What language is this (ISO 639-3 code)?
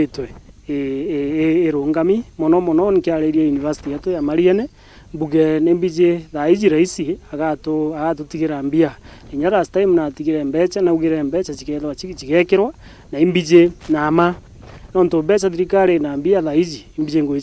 mer